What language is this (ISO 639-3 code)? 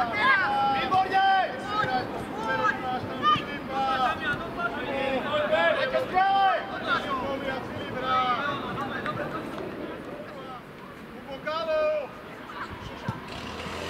slk